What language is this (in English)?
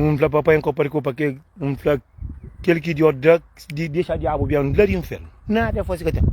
Kabuverdianu